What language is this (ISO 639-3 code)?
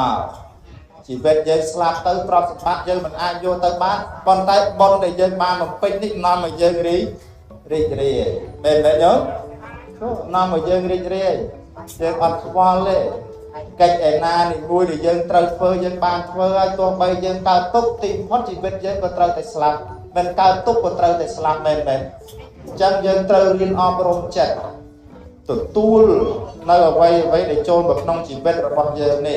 khm